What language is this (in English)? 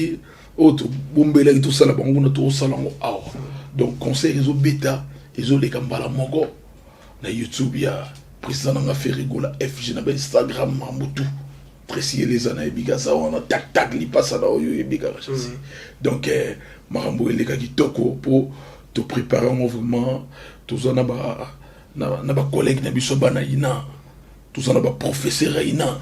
Lingala